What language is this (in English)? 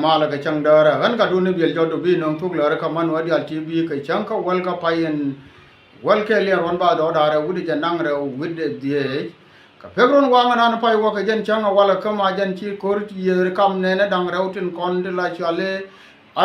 Nuer